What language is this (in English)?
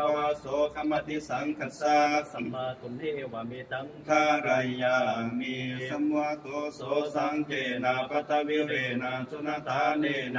Pali